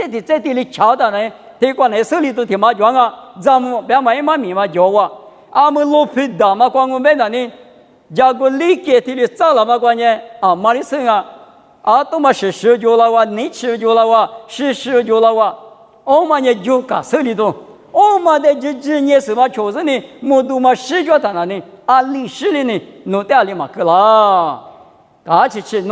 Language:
Lisu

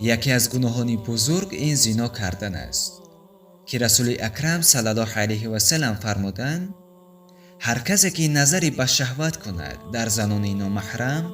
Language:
Tajik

